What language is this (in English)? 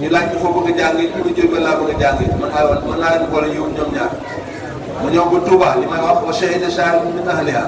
Wolof